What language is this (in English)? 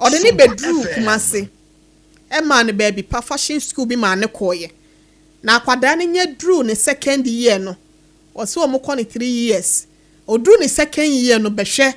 Akan